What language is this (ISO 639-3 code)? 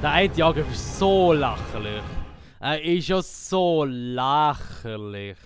gsw